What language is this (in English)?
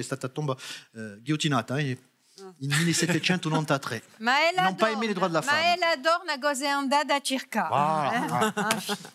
Corsican